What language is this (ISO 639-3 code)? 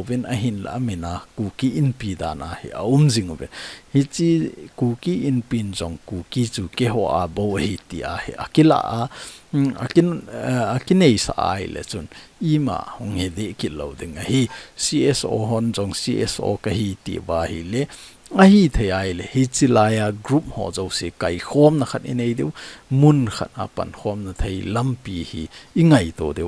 tcz